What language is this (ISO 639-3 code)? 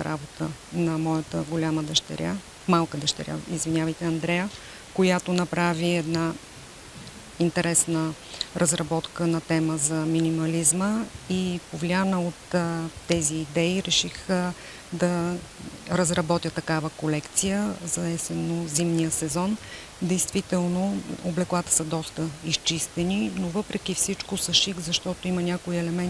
bul